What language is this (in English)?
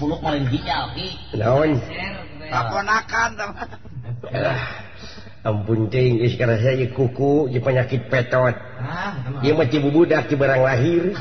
Sundanese